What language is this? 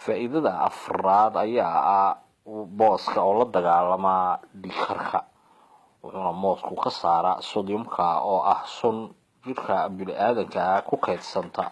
Somali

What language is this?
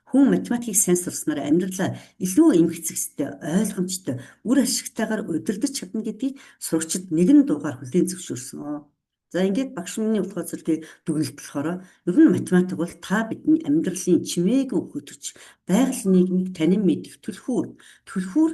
Mongolian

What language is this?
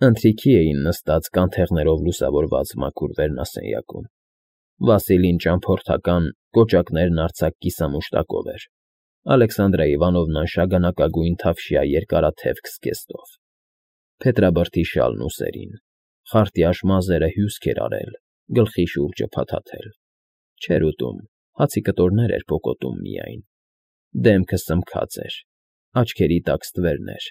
Armenian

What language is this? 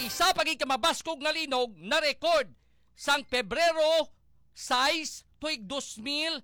Hiligaynon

